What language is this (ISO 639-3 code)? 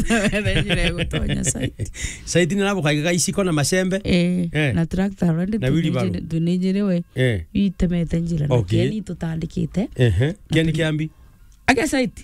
mer